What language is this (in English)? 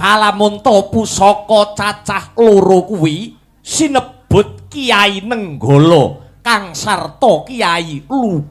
Javanese